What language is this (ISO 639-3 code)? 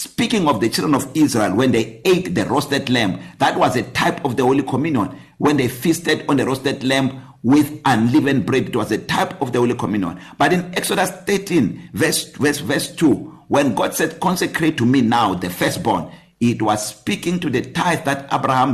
eng